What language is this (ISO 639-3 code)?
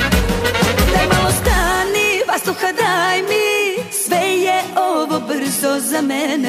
srp